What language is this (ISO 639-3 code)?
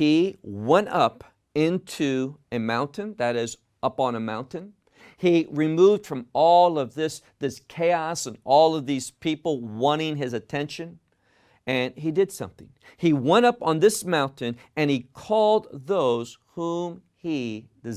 eng